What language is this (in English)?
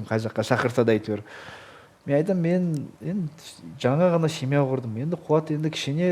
Kazakh